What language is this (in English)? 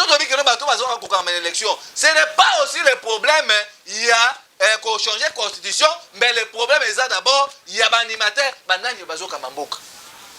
Lingala